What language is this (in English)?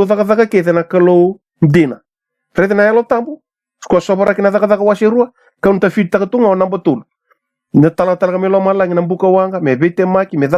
Fijian